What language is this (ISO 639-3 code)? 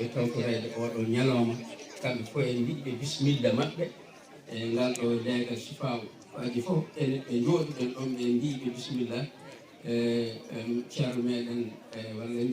ful